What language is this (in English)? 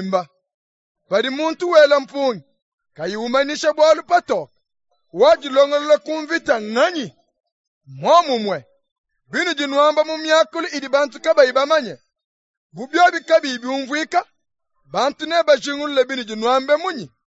Luba-Lulua